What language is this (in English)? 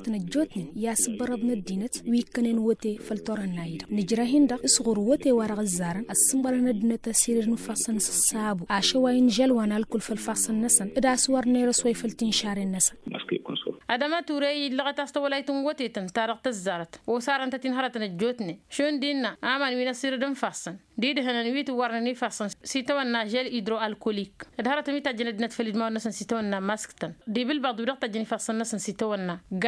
Tamasheq